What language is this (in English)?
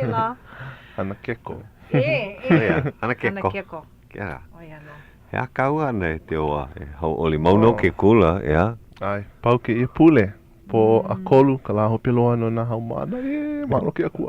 Hawaiian